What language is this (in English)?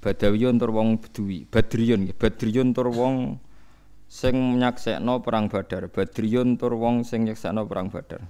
Javanese